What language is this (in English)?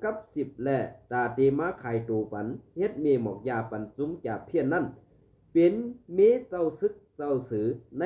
Shan